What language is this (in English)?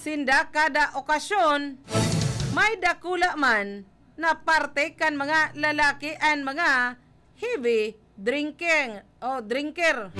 Bikol